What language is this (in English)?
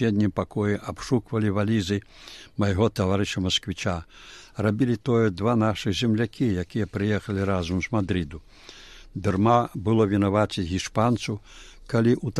Belarusian